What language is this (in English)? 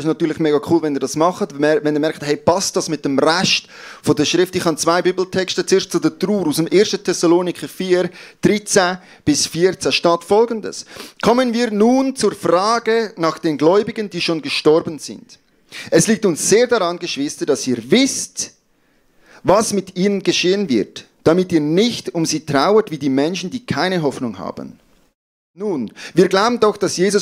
Swiss German